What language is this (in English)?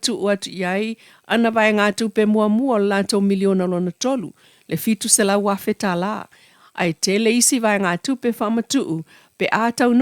Samoan